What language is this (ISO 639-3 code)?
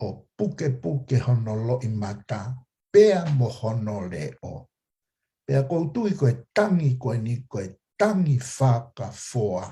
ton